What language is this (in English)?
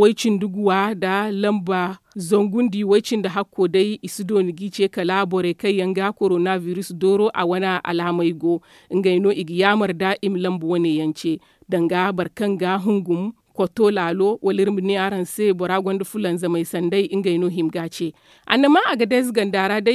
Zarma